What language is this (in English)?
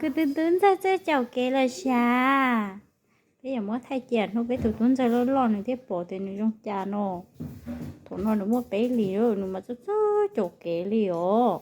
Hmong